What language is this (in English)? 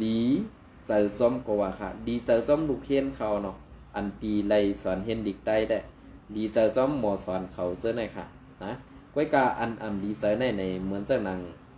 Shan